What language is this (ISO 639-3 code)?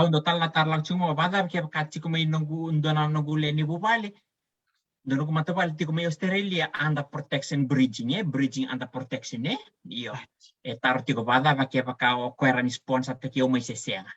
fij